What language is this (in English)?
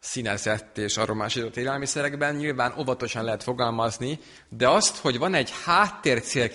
Hungarian